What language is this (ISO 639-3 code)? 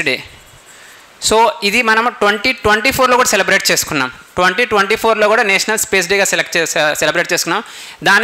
tel